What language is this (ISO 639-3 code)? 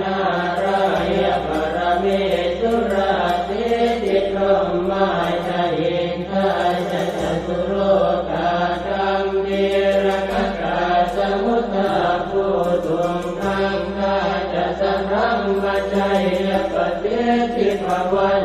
pli